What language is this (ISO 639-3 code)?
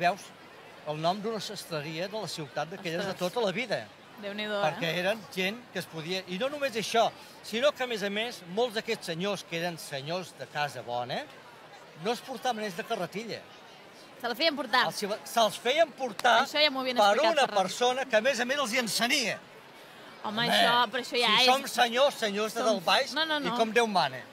cat